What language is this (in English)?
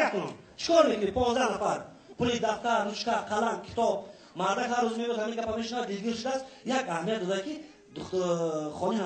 Tajik